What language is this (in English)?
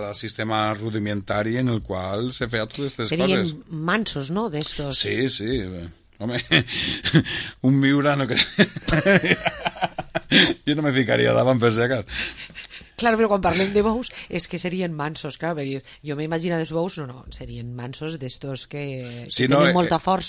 Catalan